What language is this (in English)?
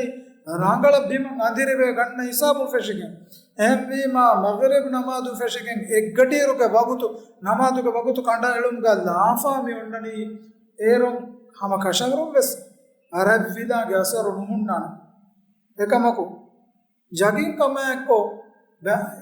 Divehi